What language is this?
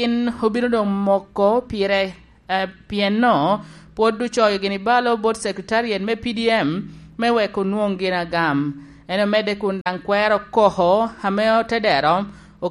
Lango (Uganda)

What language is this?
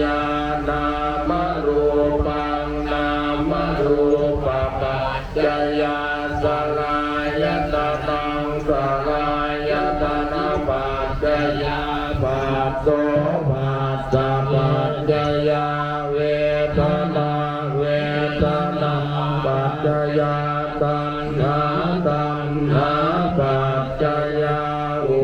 Pali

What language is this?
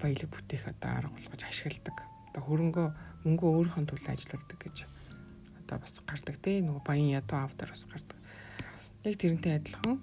Mongolian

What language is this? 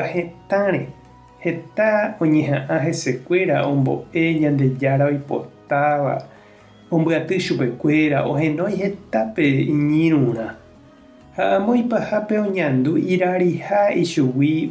Guarani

